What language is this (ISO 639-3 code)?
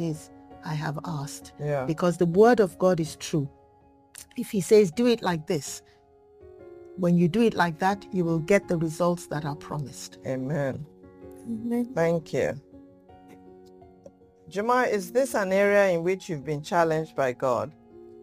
eng